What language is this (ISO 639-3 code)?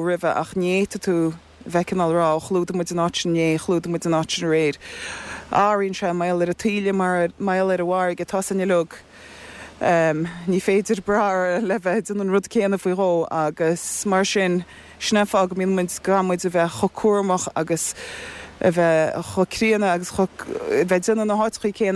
gle